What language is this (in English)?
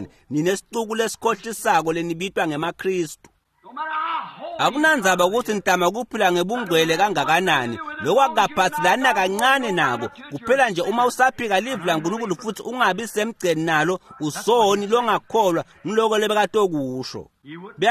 Swati